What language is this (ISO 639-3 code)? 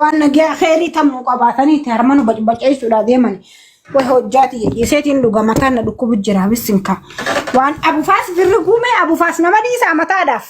orm